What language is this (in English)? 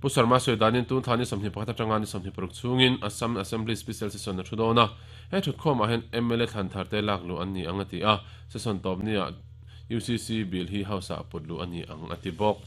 Mizo